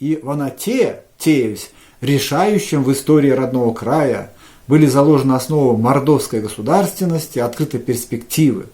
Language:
Erzya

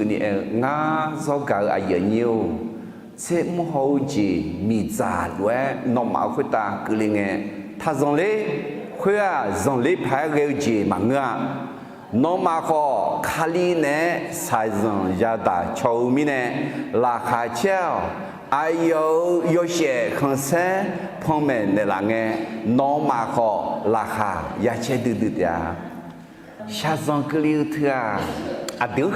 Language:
Akha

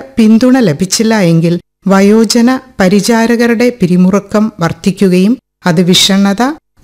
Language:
Malayalam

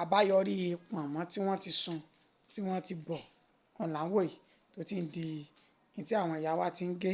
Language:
Yoruba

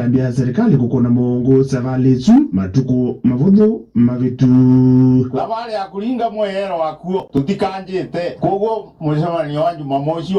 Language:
Kamba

